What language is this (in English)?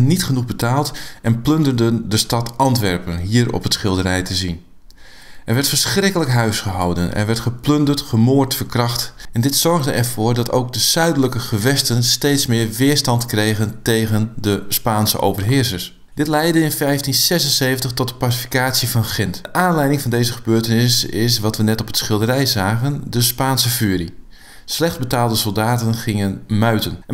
Dutch